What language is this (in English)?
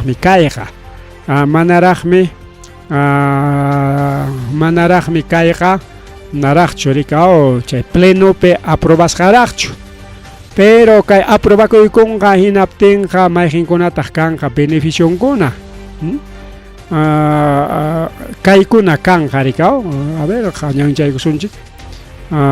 Ayacucho Quechua